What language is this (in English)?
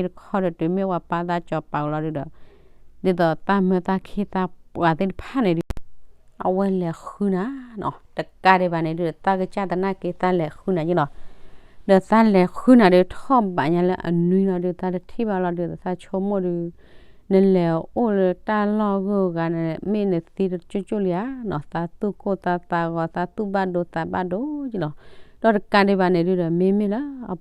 S'gaw Karen